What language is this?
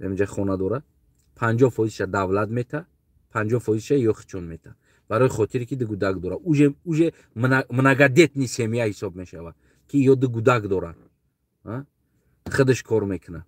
Tajik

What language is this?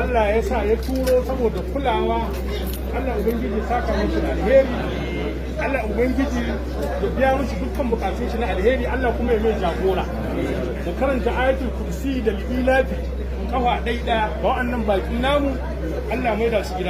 Hausa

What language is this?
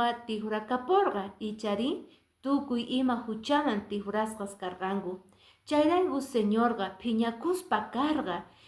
Quechua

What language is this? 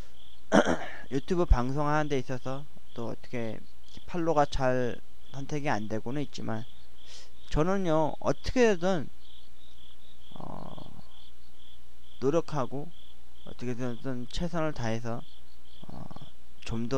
Korean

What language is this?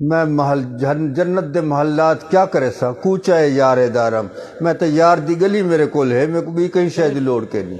Saraiki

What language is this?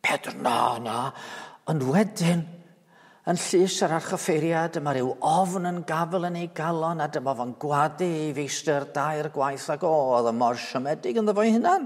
Welsh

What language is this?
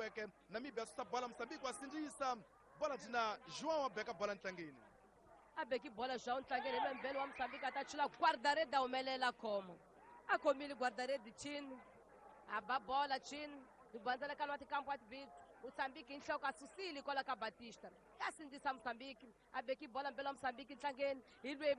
Tsonga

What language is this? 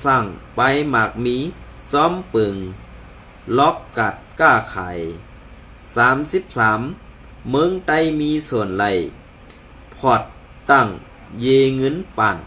Shan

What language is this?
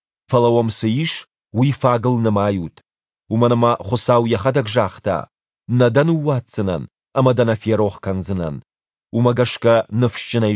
Ossetic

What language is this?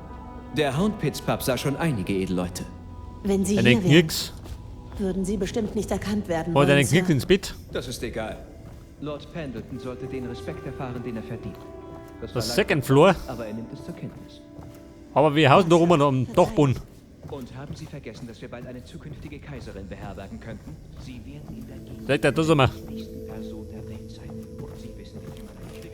Bavarian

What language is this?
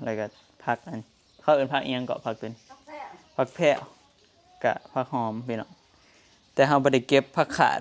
Northeastern Thai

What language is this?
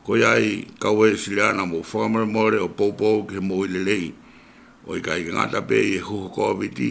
Tongan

